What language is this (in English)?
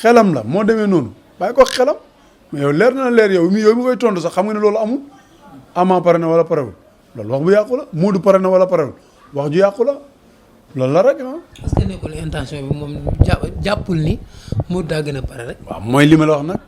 Wolof